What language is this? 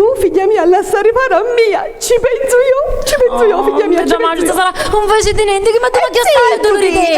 Sicilian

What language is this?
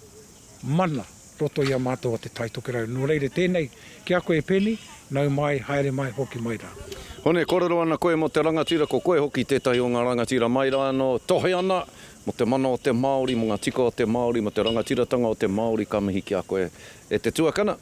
Māori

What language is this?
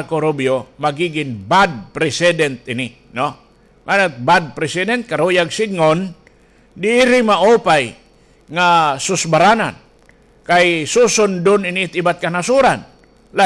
Waray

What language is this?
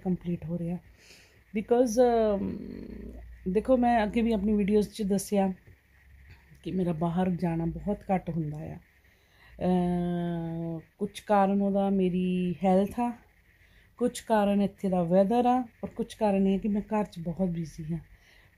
Punjabi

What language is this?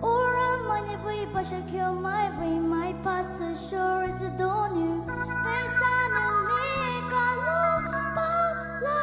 Poumei Naga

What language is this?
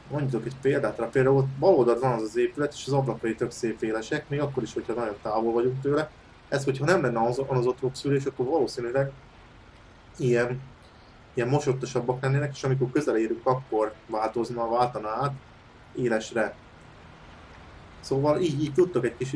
Hungarian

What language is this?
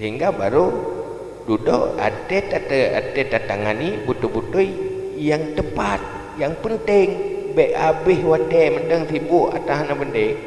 Achinese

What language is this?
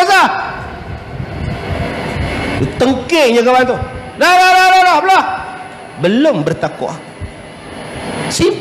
Malay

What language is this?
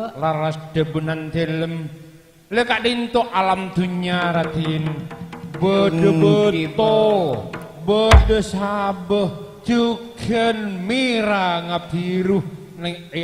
Madurese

